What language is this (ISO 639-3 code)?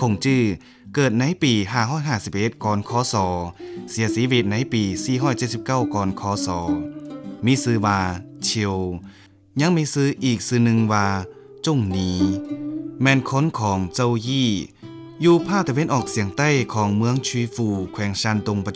lao